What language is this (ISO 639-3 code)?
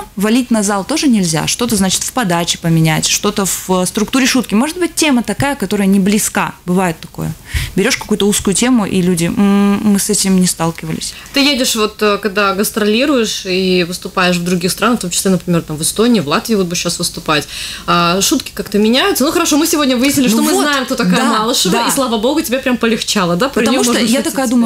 rus